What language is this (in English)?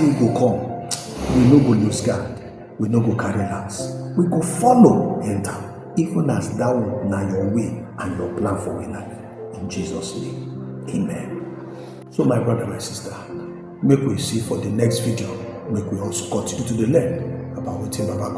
Nigerian Pidgin